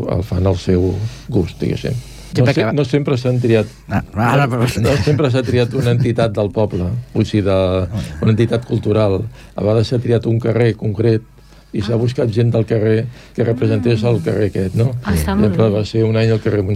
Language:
Catalan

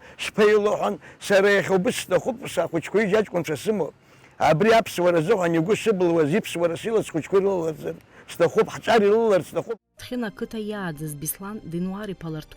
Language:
Abkhazian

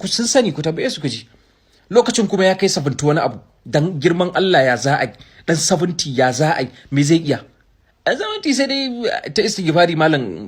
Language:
Hausa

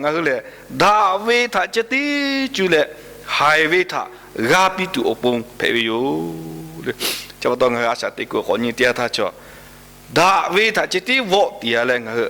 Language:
Lahu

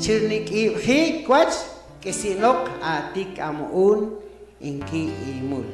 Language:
Poqomchi'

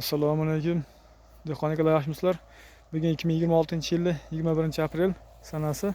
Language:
Uzbek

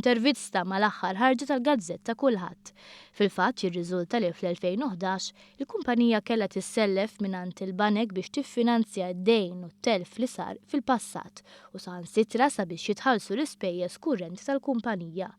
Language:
Maltese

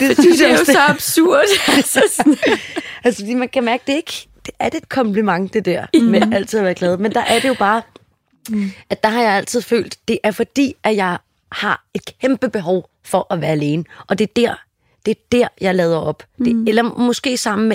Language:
Danish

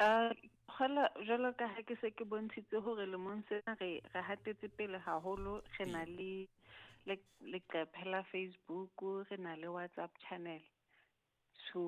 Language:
Southern Sotho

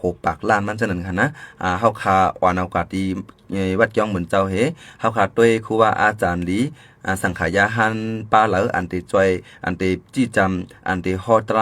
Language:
Shan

